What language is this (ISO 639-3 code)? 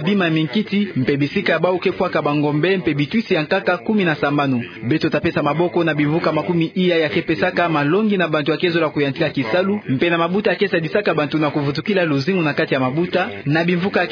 ktu